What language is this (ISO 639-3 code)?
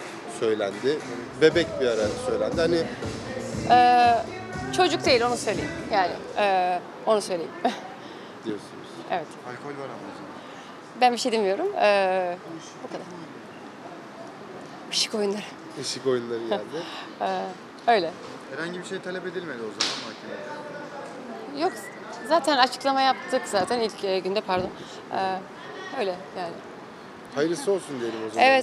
tur